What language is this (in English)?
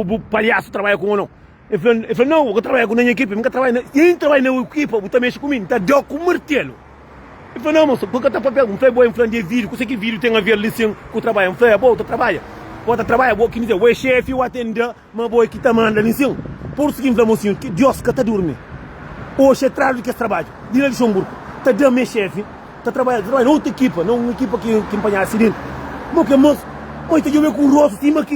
Kabuverdianu